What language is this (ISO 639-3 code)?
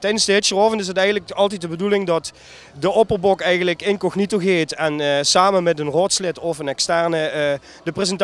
lim